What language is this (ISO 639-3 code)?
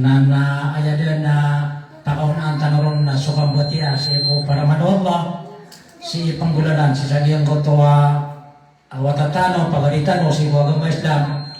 mrw